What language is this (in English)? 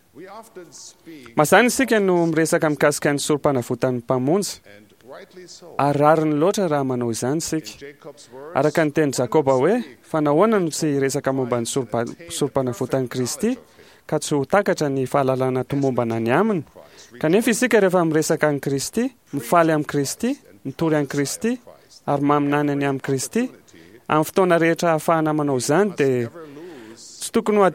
Malagasy